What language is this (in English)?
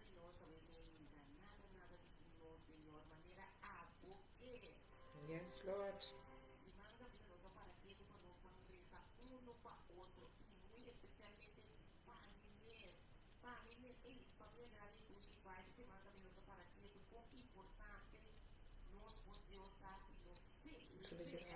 Papiamento